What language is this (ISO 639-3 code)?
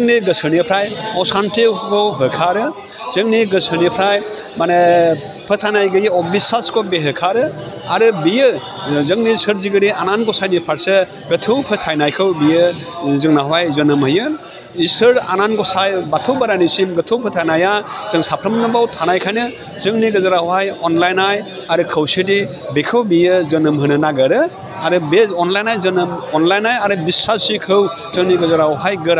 brx